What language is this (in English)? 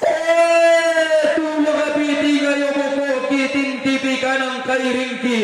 Toraja-Sa'dan